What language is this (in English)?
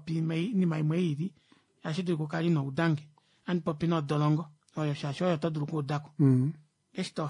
Kuanyama